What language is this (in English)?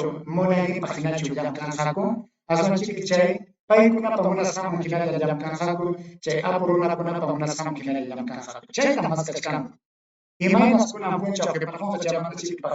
Ayacucho Quechua